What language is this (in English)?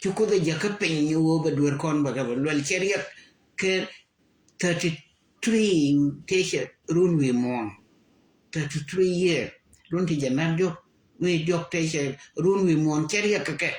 Nuer